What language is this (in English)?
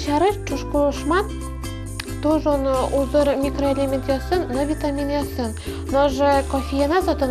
Udmurt